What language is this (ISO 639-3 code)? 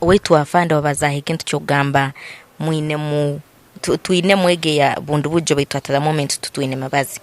nyn